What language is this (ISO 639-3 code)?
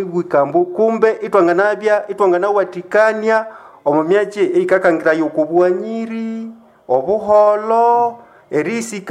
nnb